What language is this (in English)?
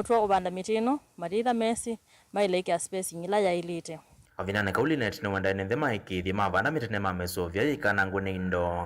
Kamba